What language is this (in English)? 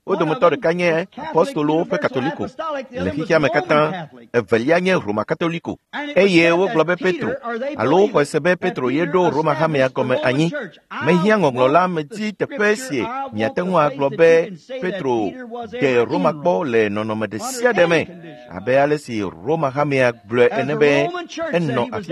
Ewe